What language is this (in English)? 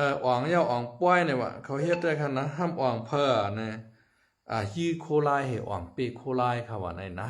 Shan